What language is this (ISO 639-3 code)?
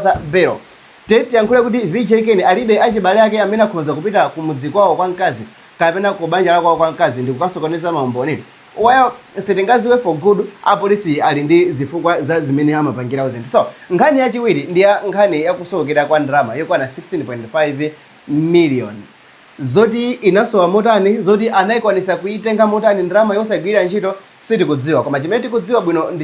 nya